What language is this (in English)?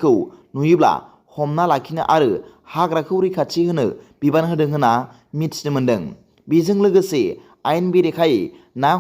Bodo